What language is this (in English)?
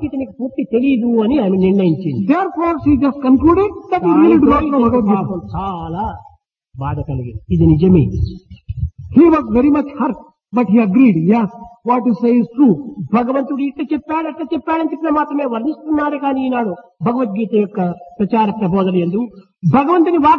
Telugu